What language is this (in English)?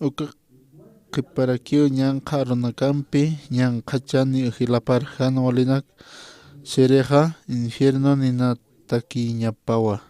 Aymara